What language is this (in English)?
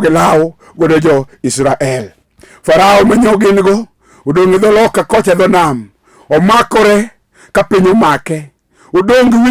Luo (Kenya and Tanzania)